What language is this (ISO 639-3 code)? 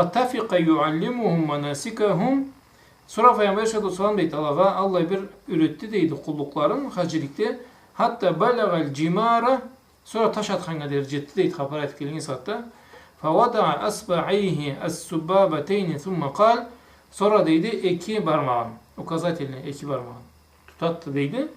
krc